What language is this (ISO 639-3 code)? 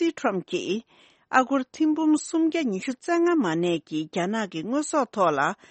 bod